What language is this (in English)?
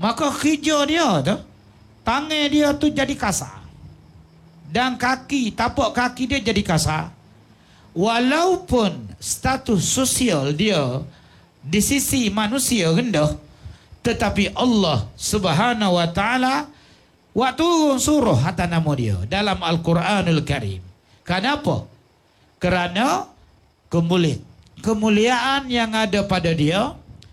Malay